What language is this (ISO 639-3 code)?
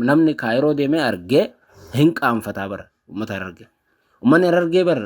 orm